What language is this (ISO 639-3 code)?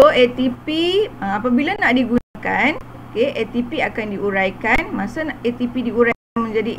msa